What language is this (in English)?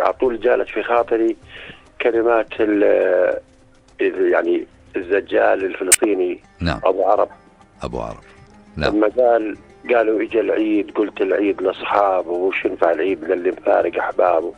North Levantine Arabic